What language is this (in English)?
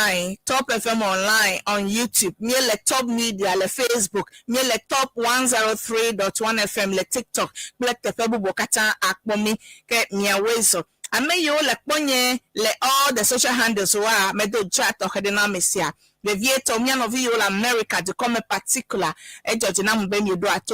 Ewe